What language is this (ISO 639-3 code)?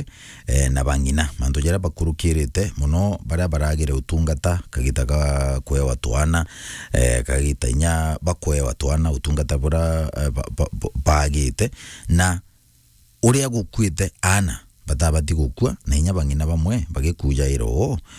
mer